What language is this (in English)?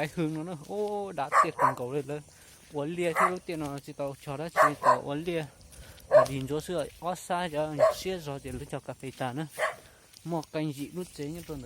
Hmong